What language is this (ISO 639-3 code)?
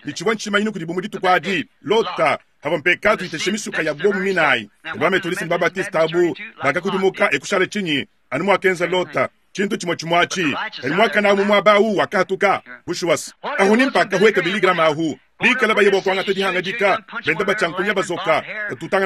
lua